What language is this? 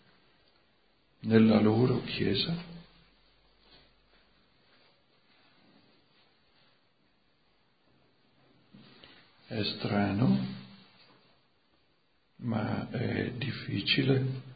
Italian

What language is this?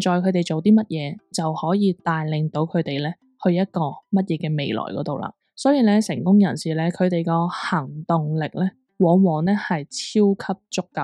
Cantonese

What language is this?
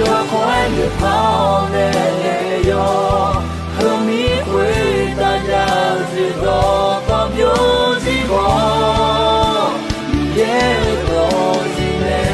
Akha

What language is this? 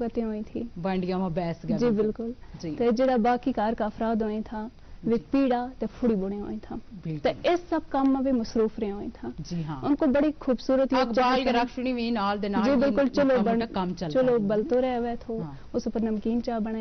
Gujari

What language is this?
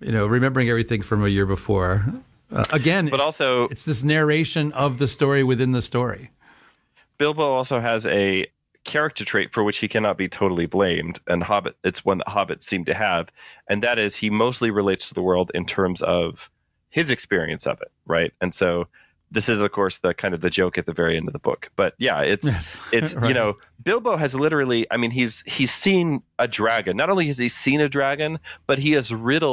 English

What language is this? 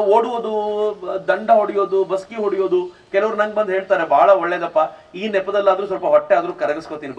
Kannada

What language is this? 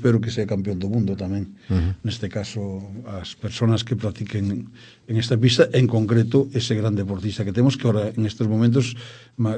Galician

